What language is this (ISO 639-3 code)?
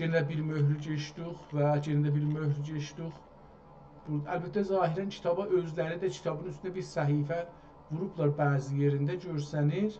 azb